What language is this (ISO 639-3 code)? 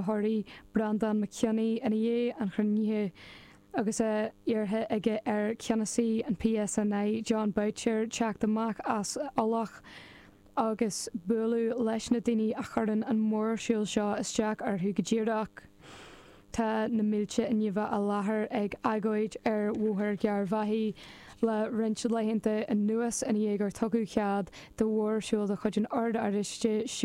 gle